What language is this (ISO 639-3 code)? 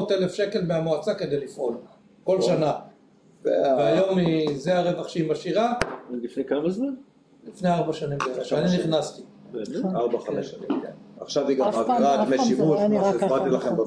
heb